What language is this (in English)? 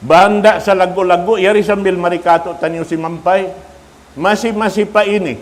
Tausug